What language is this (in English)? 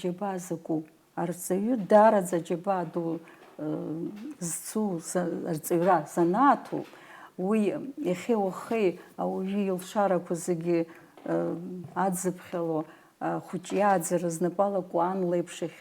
Abkhazian